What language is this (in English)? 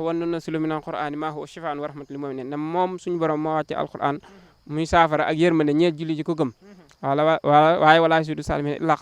Wolof